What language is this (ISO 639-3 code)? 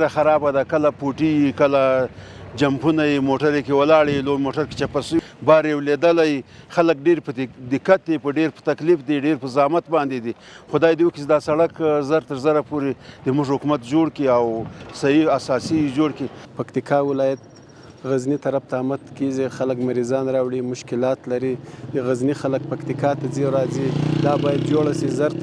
pus